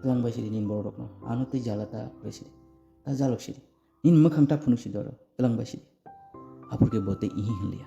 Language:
Kok Borok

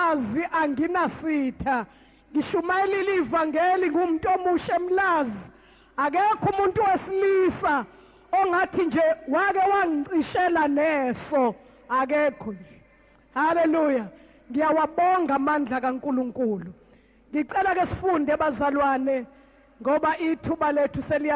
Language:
Zulu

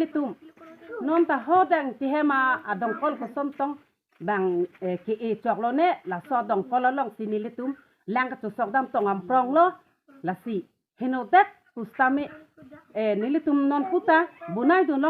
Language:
Karbi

